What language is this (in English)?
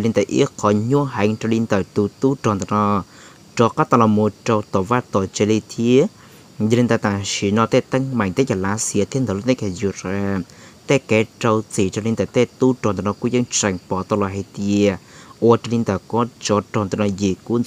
Hmong